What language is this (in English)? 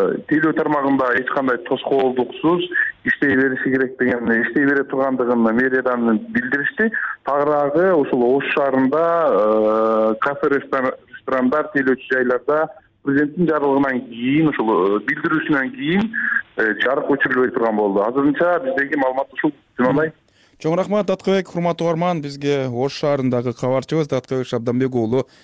Kyrgyz